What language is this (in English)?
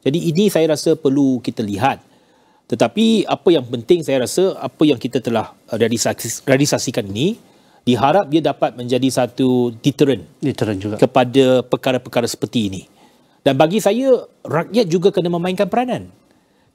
Malay